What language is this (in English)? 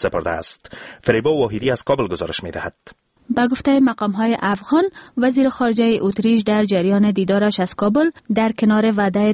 Persian